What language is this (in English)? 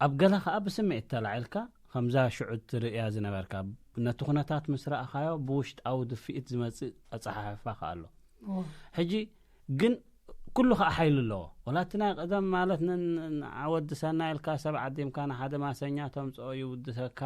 Tigrinya